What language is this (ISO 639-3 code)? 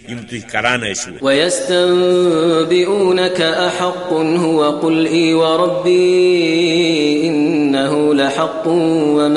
kas